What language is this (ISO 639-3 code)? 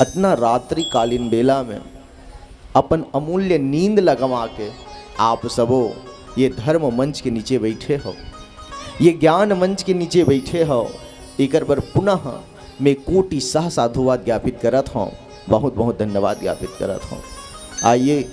hne